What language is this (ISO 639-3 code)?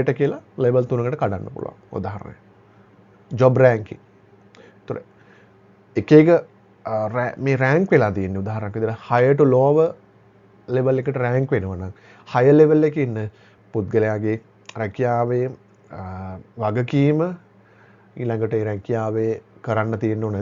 sin